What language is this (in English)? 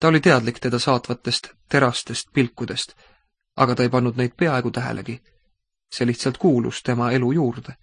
Estonian